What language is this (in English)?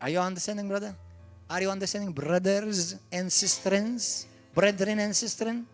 English